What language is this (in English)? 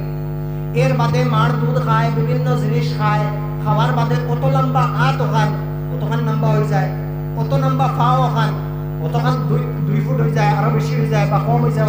Sylheti